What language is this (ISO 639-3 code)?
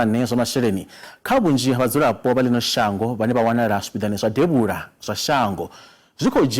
ven